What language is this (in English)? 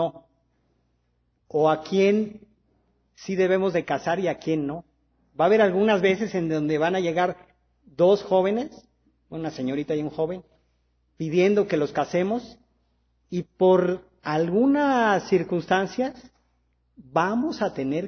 Spanish